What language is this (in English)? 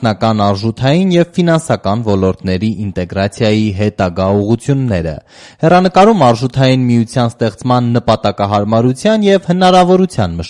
Armenian